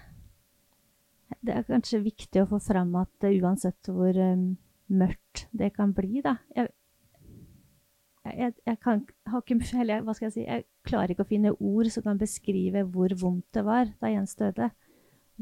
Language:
Norwegian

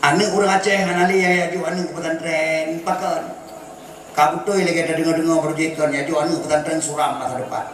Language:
Achinese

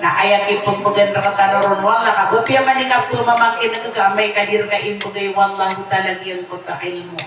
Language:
Maranao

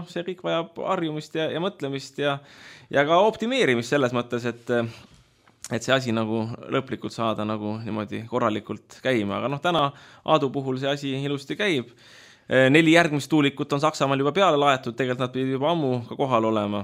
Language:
Estonian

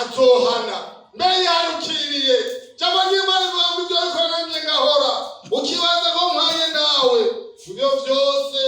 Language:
Rundi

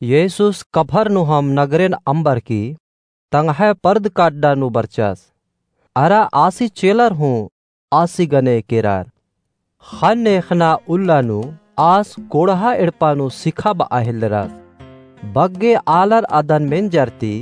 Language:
Kurukh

